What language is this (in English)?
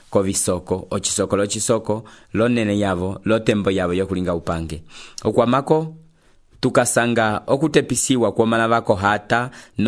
Umbundu